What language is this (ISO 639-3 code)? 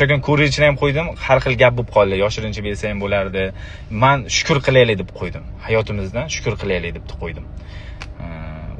uzb